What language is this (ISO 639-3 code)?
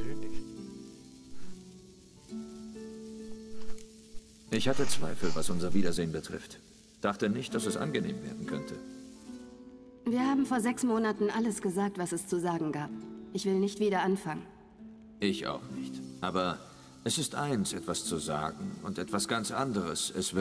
deu